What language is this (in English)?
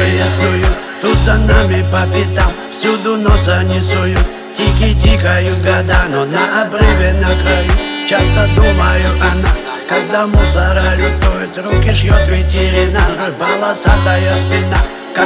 Russian